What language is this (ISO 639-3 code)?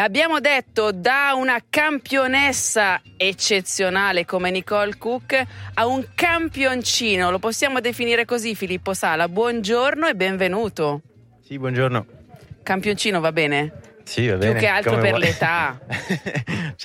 ita